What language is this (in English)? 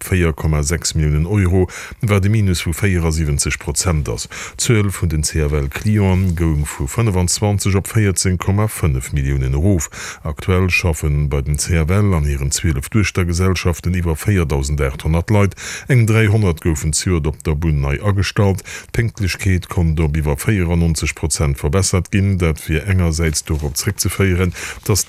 Luxembourgish